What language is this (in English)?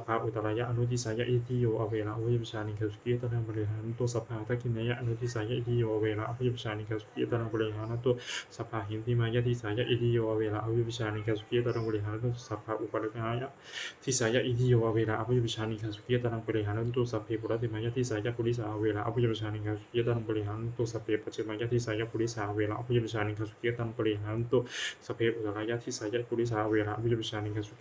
Pali